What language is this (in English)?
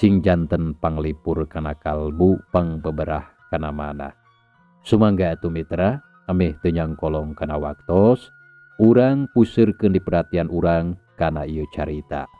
Sundanese